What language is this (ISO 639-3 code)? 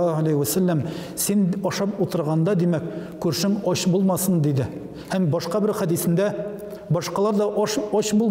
tat